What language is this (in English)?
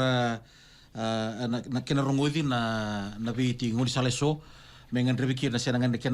Fijian